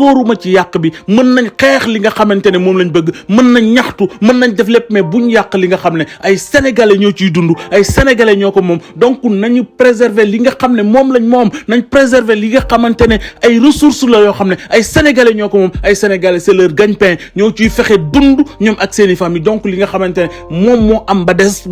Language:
Wolof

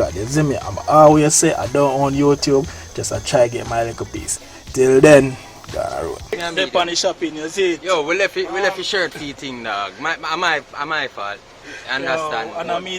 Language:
Jamaican Creole English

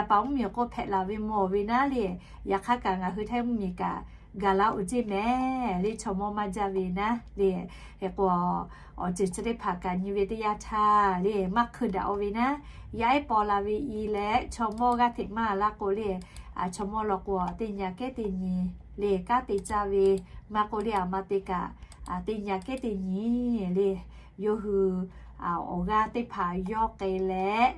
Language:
Lahu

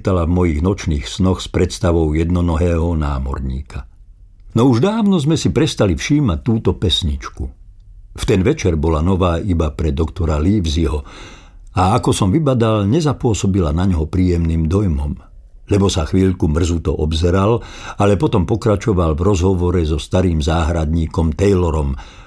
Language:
Slovak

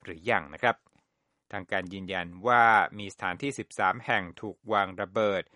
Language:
Thai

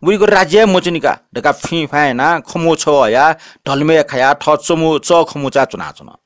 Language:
Newari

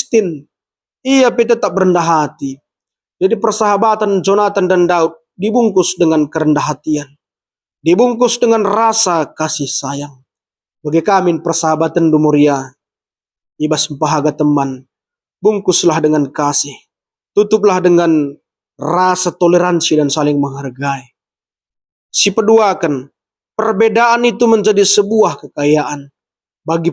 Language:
Batak Karo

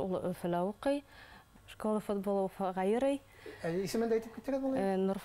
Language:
Bashkir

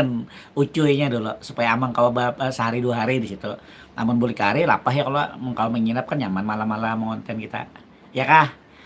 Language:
Banjar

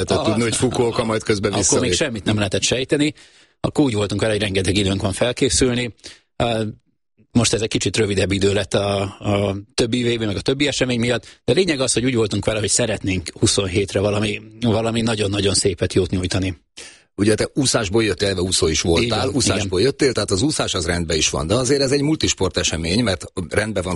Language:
Hungarian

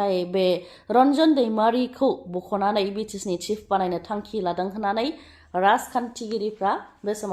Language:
Bodo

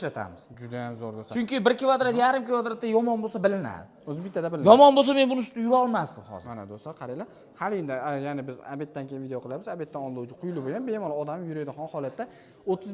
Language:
Uzbek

